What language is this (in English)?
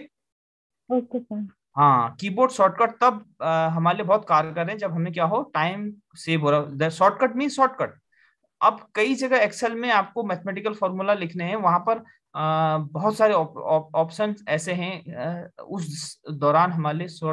Hindi